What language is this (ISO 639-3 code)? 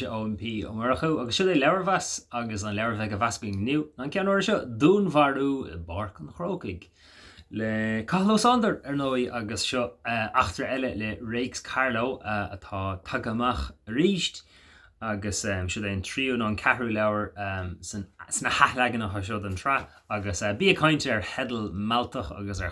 gle